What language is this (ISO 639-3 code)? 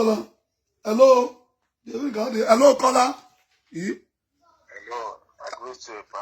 pcm